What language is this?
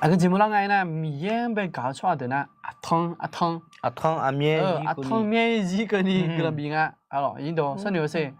Akha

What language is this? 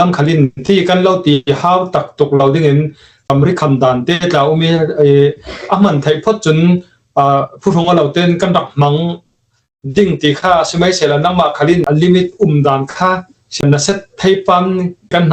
Falam Chin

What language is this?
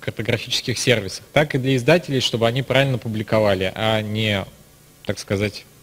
Russian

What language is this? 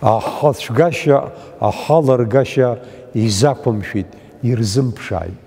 Abkhazian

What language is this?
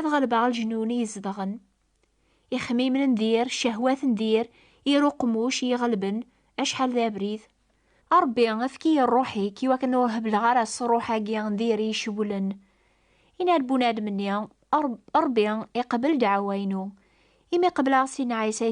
Kabyle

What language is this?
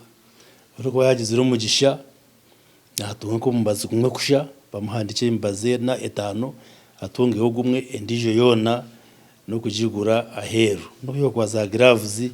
Nyankole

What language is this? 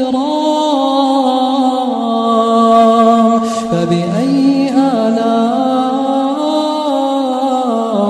Arabic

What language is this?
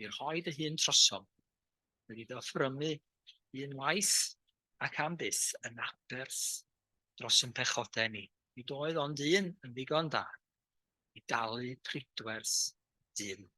Welsh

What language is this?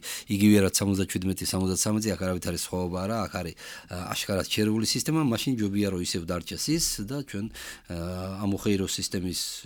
Georgian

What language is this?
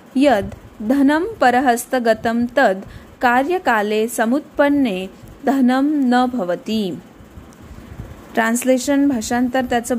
Marathi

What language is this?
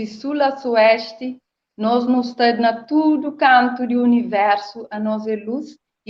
Kabuverdianu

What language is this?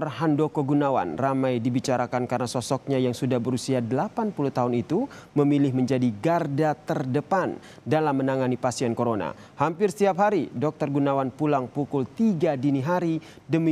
Indonesian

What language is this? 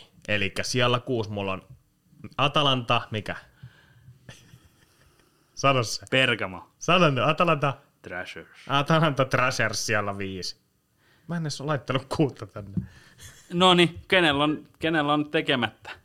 Finnish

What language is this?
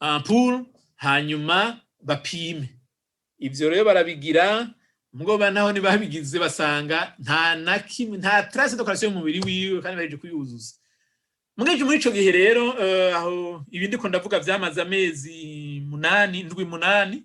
Rundi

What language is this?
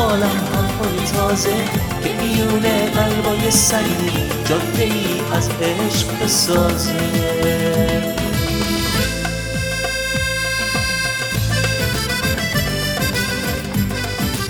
Persian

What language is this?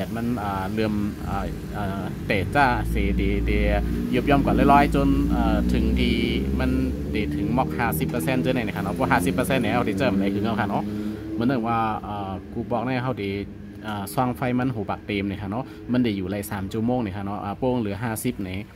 Shan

